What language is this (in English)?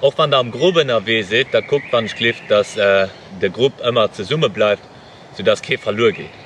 Luxembourgish